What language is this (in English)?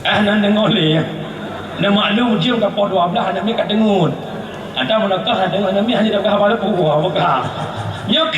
Achinese